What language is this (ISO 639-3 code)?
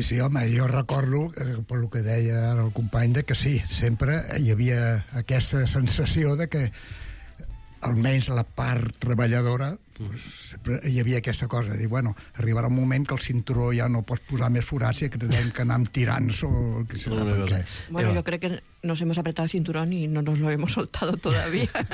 cat